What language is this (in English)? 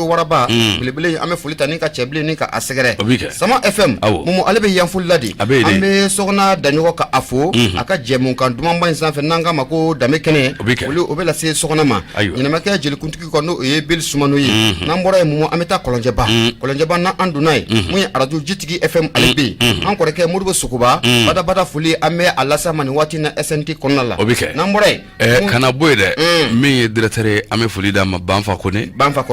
Bambara